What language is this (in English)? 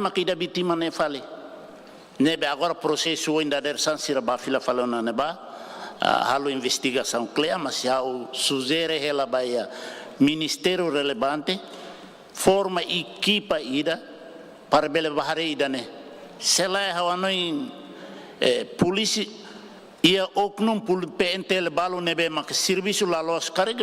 Tetum